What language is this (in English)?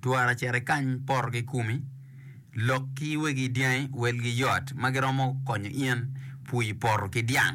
Acoli